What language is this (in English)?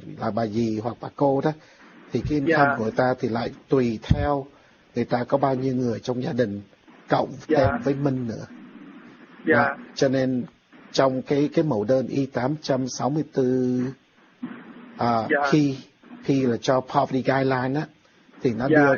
Vietnamese